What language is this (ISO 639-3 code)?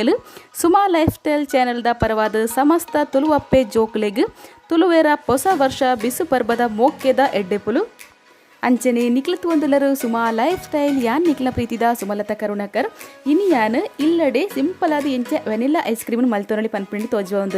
tcy